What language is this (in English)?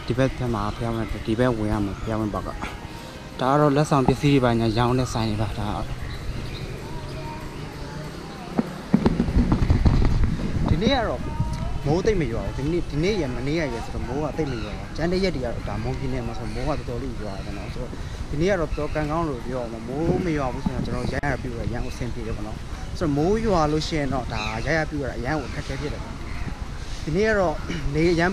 Burmese